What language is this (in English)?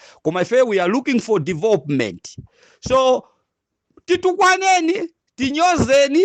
Nyanja